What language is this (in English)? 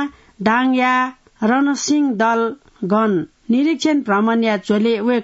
Newari